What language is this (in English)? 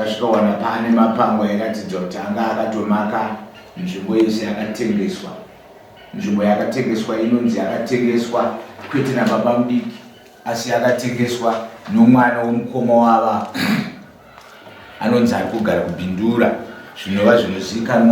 Shona